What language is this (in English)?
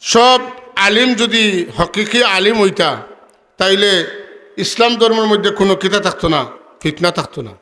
Sylheti